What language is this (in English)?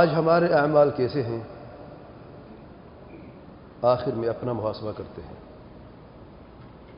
Urdu